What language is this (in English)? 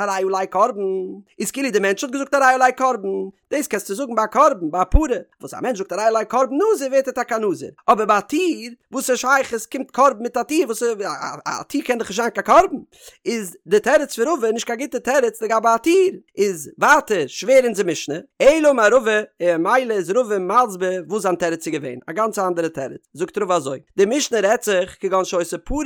Yiddish